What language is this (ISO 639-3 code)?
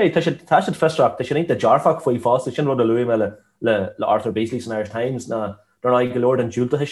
gle